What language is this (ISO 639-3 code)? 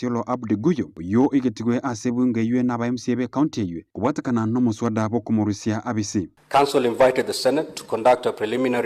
guz